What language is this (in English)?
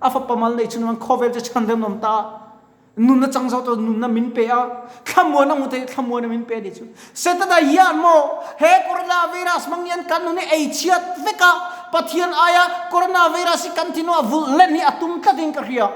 Mizo